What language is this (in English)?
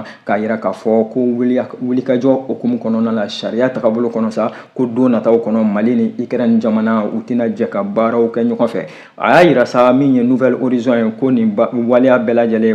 Bambara